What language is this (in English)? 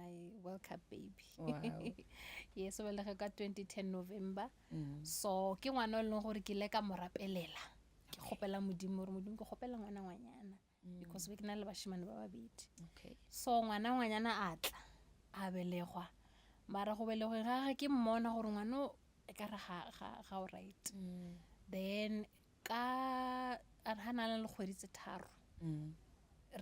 Northern Sotho